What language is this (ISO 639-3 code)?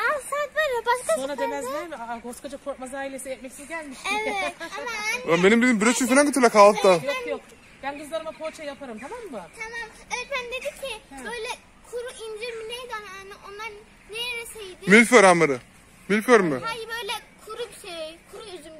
tur